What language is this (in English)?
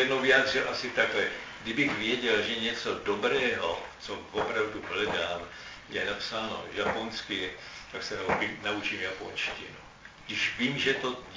Czech